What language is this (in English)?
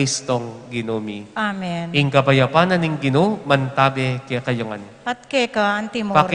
Pampanga